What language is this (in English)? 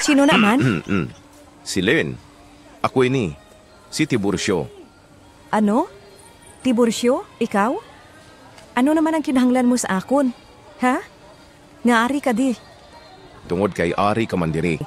Hiligaynon